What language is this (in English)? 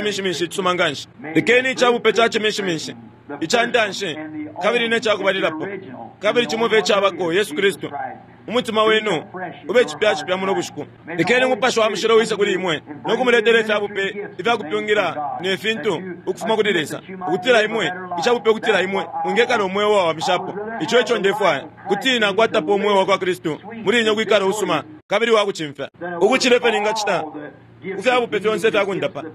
Bemba